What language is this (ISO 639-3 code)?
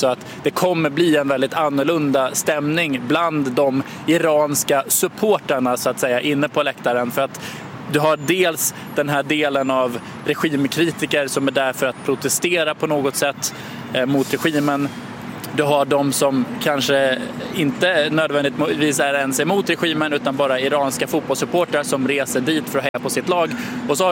swe